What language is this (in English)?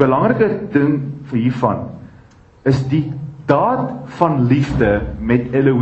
Afrikaans